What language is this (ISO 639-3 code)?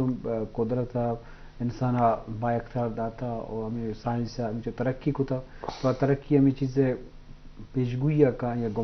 bgp